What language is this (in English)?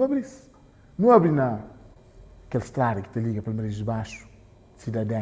Kabuverdianu